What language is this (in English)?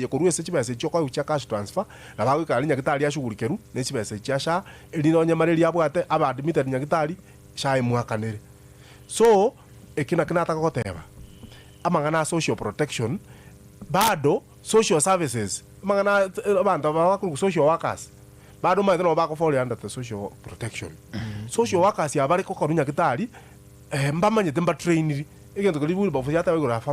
Gusii